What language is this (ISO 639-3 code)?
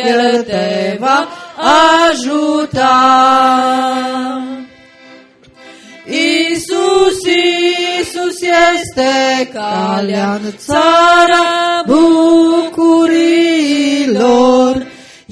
ron